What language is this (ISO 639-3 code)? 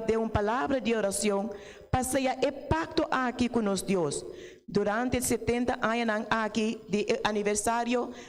pap